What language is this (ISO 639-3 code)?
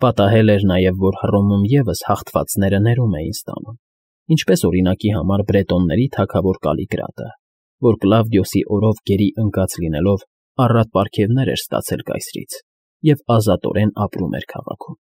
hye